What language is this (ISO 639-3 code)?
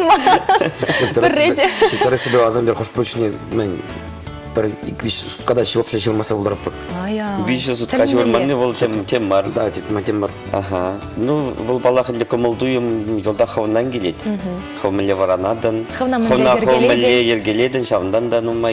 chv